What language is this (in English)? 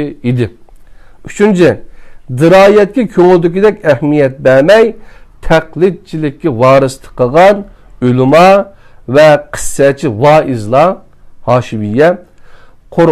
Uyghur